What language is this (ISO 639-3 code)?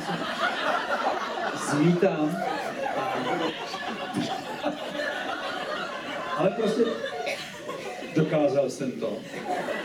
ces